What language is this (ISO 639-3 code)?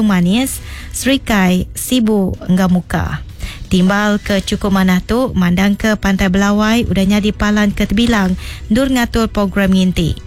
iba